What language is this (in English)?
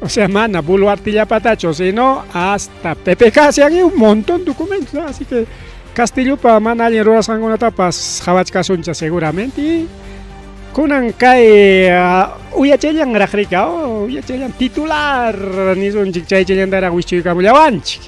Ayacucho Quechua